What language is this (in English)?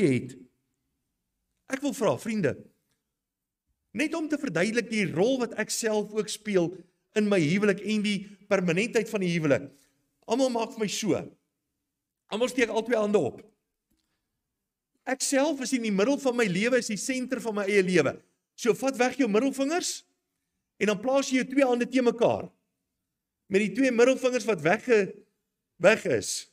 Afrikaans